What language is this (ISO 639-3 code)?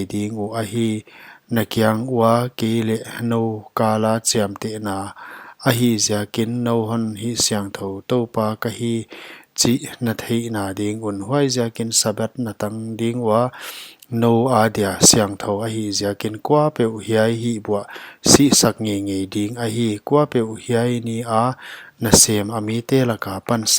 pck